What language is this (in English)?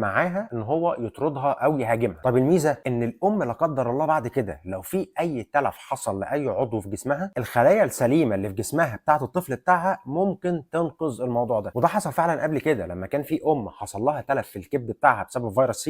Egyptian Arabic